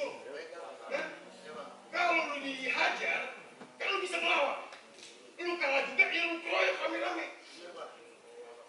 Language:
Betawi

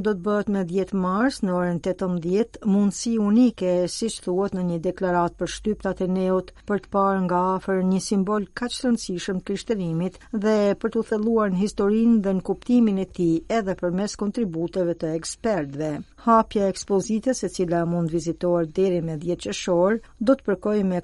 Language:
Albanian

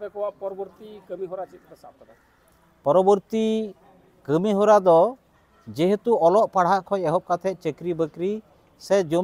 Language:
Santali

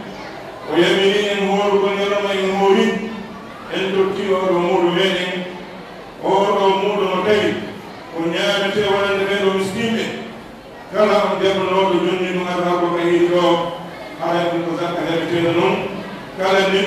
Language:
Pular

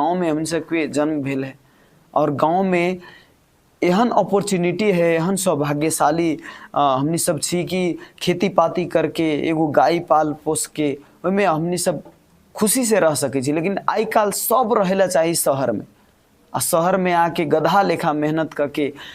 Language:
Maithili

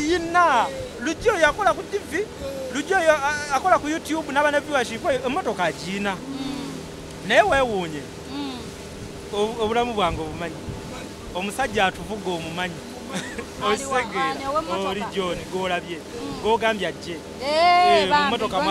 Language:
Ganda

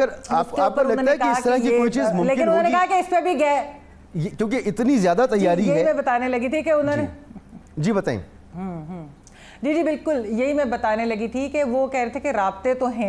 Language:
Urdu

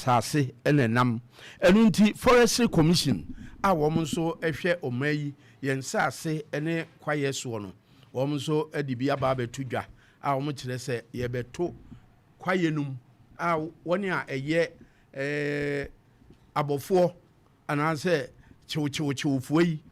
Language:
Akan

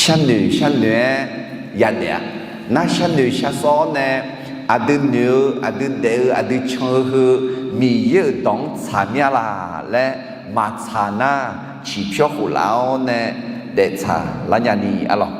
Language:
Akha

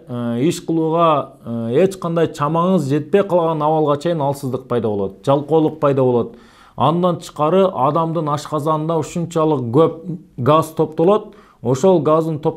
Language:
Kyrgyz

